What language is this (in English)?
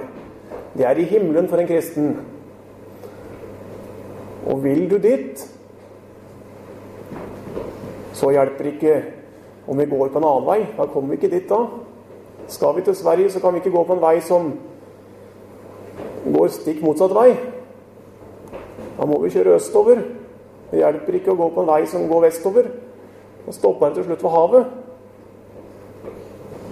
Norwegian